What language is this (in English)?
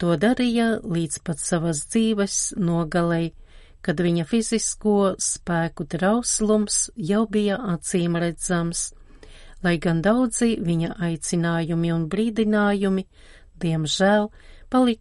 Latvian